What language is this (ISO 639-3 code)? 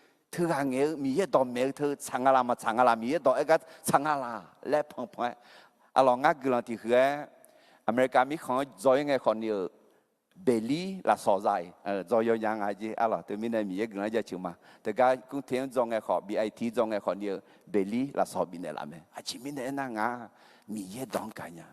ahk